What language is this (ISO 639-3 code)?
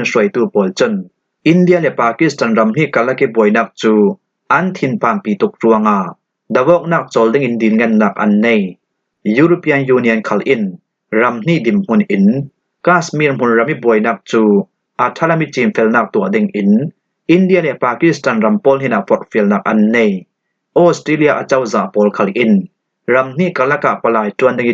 cfm